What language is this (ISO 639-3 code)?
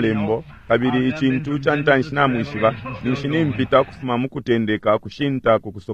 bem